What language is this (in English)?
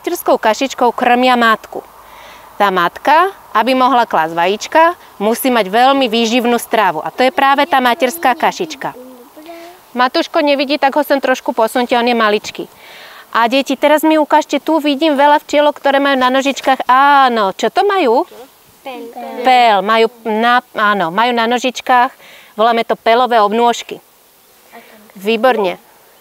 Slovak